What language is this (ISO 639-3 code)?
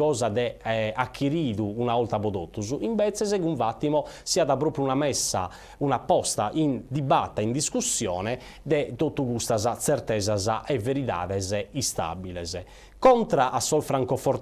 srd